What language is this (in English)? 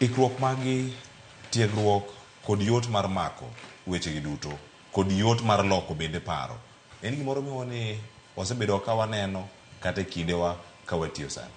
Luo (Kenya and Tanzania)